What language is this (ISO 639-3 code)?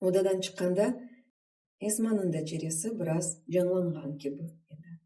crh